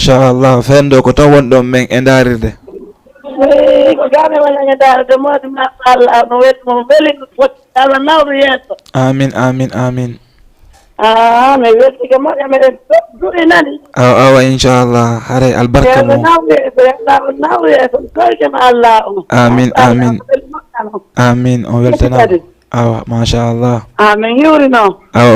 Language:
Fula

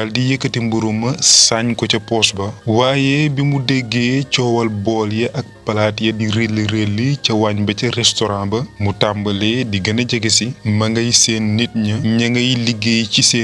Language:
Wolof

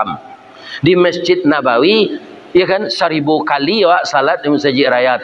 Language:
Minangkabau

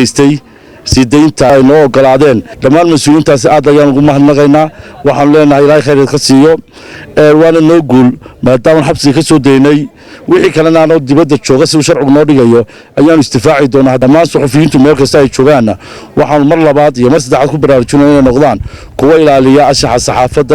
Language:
Somali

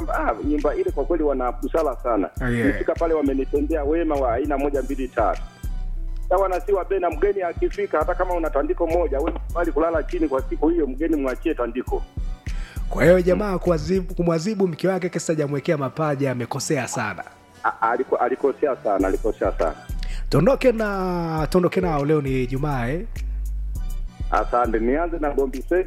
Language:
Swahili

